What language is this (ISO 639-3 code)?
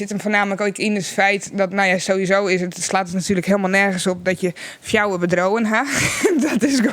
fry